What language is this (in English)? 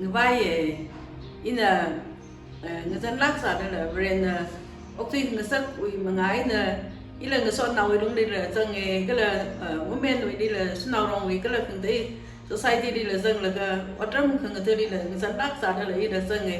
Tangkhul Naga (India)